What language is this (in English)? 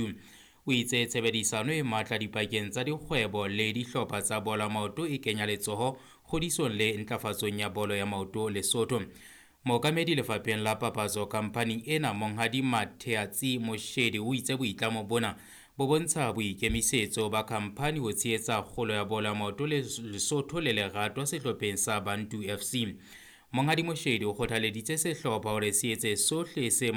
Southern Sotho